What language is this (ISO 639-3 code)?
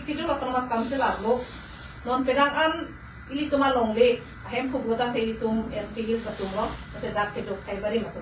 mjw